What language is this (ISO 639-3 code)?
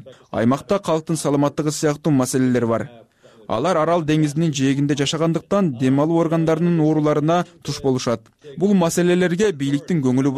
kir